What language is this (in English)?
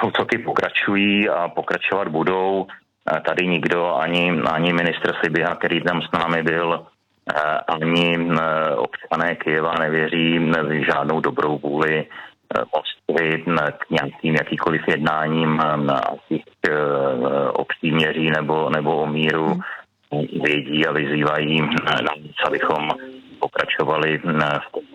Czech